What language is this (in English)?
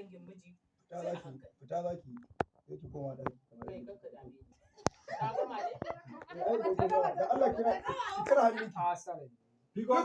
Hausa